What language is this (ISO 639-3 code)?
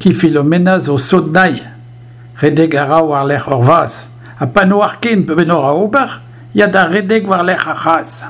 bre